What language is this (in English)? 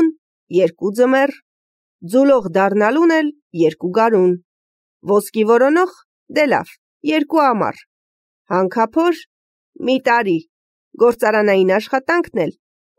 Armenian